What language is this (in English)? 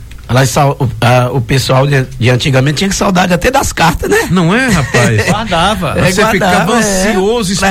Portuguese